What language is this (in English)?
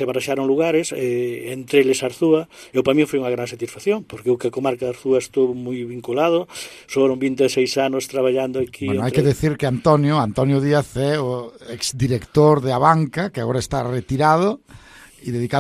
Galician